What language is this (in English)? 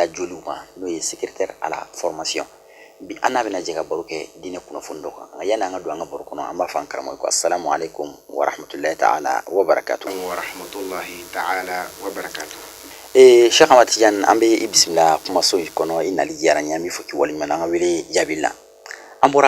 Bambara